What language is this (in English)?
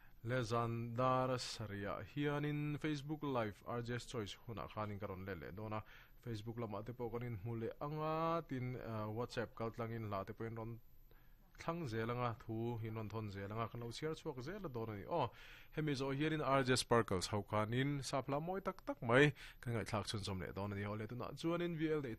Mizo